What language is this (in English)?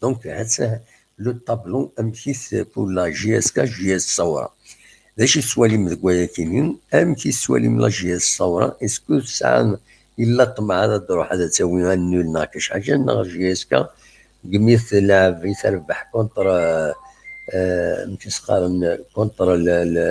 Kabyle